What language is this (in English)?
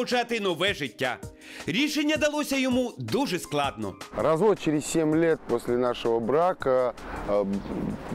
Ukrainian